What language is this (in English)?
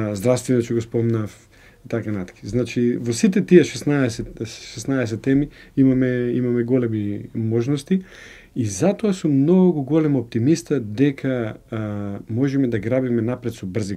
Macedonian